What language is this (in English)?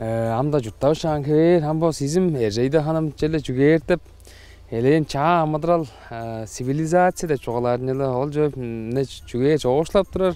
Tuvinian